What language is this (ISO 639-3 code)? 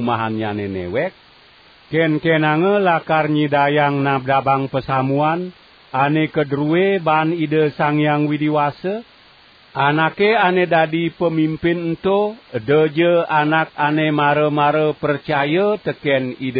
ban